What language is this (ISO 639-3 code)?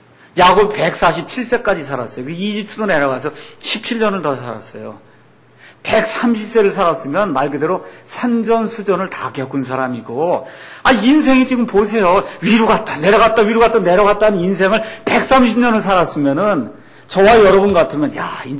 kor